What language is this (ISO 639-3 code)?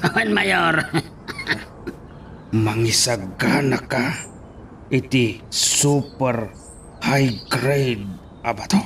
ilo